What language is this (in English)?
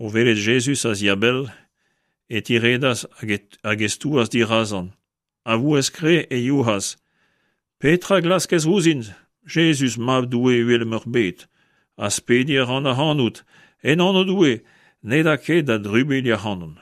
Breton